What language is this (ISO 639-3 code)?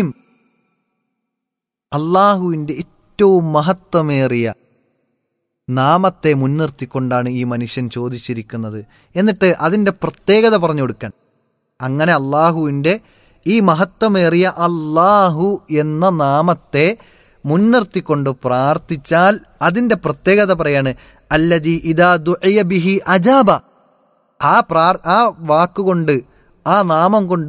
mal